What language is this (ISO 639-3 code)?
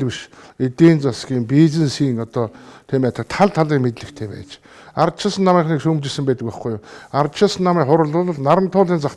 mon